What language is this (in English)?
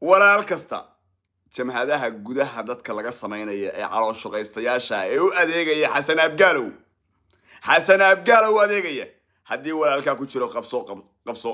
Somali